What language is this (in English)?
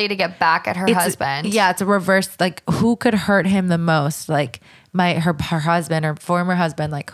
English